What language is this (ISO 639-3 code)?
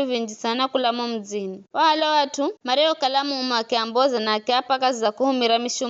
nyf